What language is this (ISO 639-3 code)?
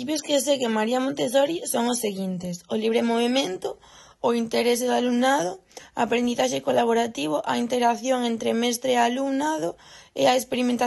glg